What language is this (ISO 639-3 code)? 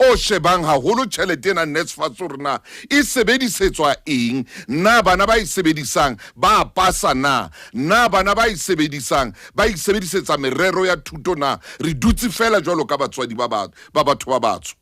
sot